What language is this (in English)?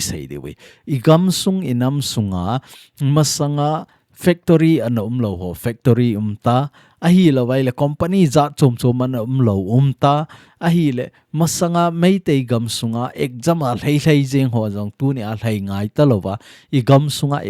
Thado Chin